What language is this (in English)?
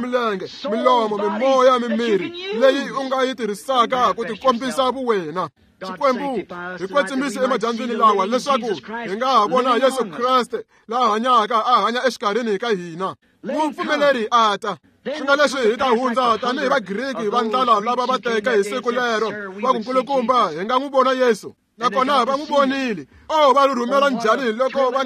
Tsonga